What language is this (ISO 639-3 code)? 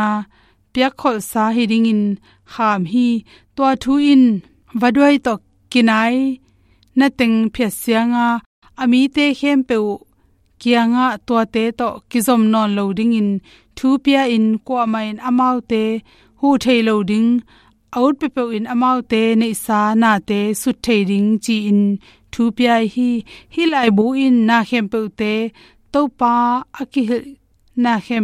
ctd